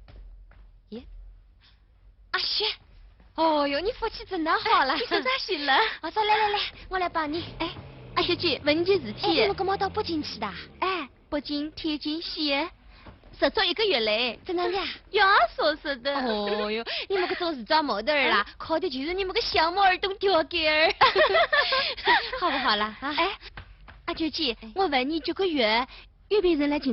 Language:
Wu Chinese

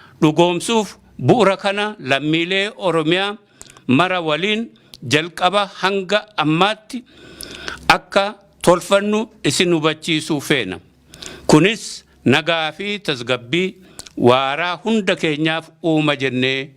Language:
Oromo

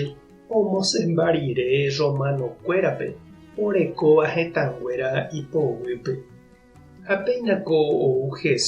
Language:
Guarani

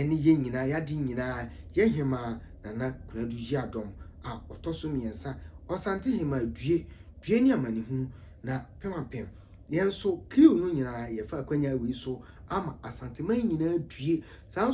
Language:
Akan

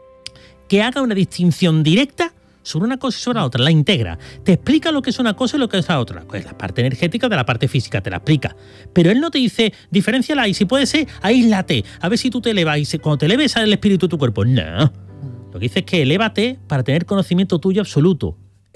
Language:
Spanish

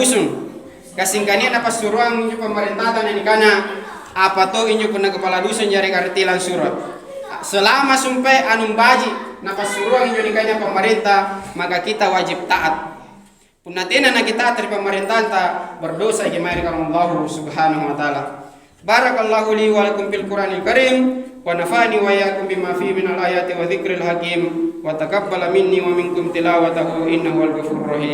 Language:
Makasar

